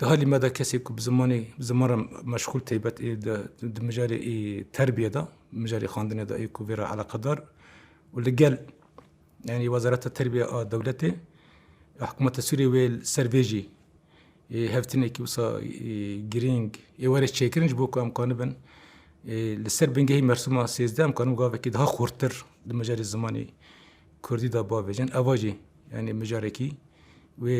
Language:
Kurdish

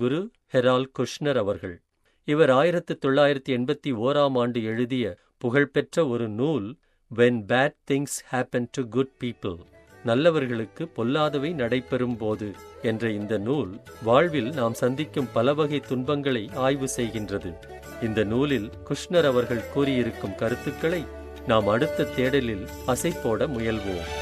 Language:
Tamil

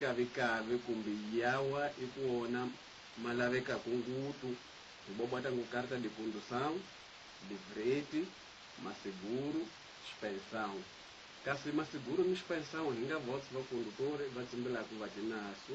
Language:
Tsonga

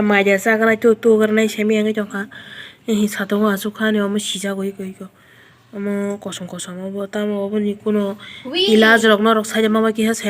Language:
Kok Borok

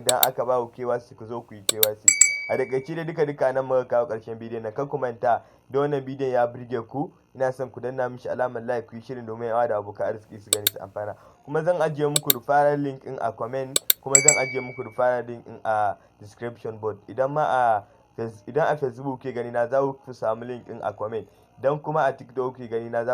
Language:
Hausa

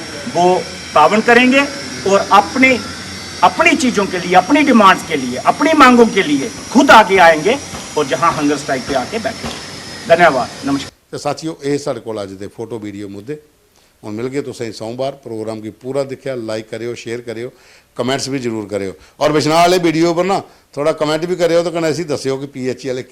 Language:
Dogri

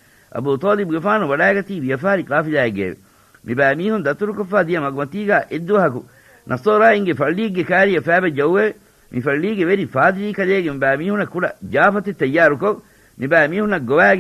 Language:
Divehi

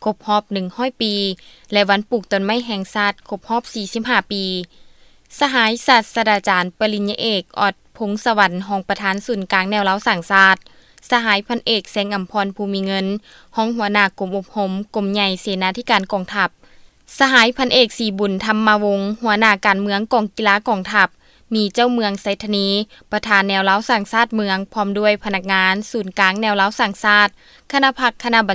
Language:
Lao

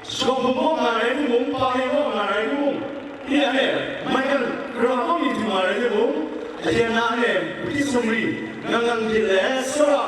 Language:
Kachin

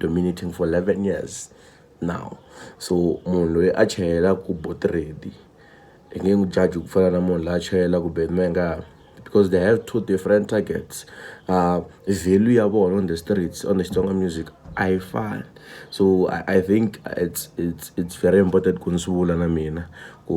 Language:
Tsonga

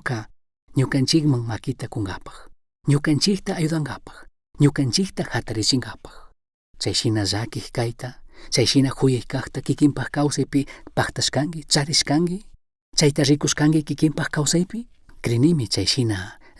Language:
Chimborazo Highland Quichua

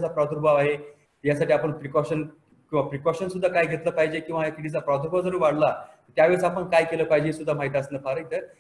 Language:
Marathi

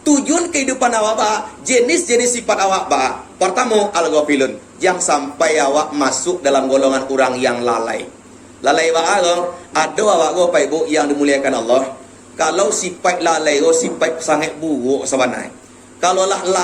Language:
Minangkabau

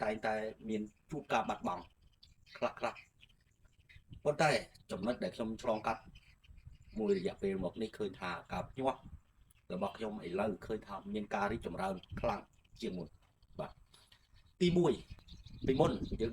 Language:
Khmer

